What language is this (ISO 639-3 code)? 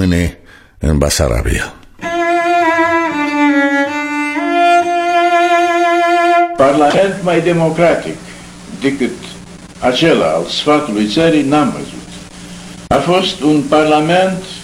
ron